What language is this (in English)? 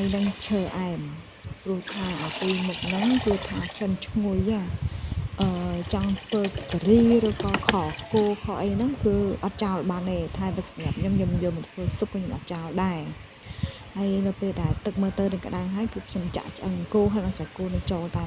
Khmer